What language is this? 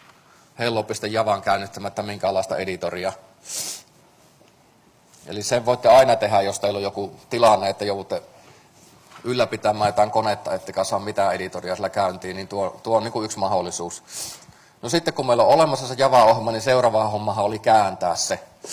Finnish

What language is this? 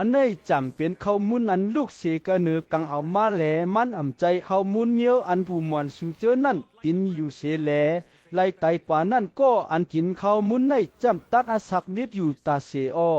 Shan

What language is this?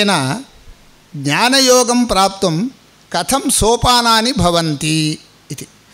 Sanskrit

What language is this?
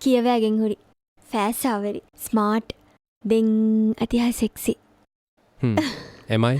Divehi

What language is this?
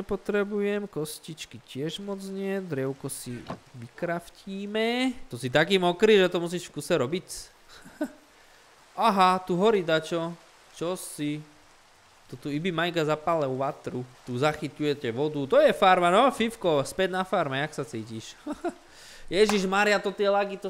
Slovak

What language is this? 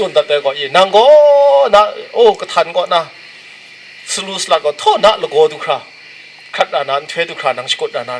Kachin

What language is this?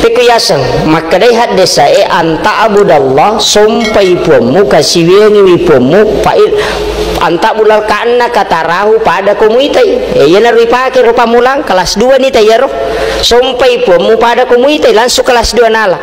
Buginese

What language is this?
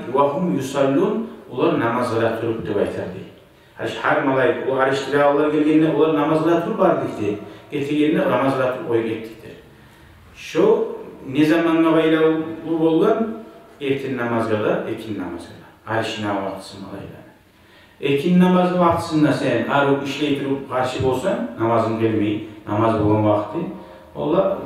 Kumyk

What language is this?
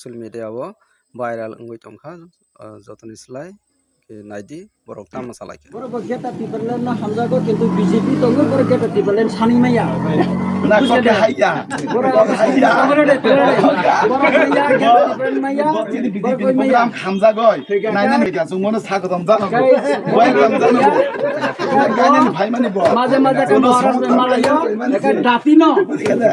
Kok Borok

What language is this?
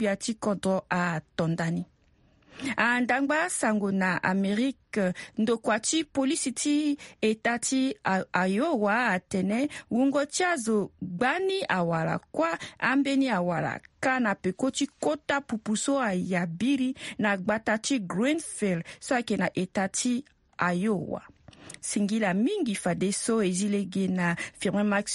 Sango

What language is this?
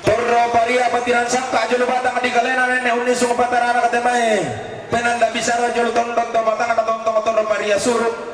Toraja-Sa'dan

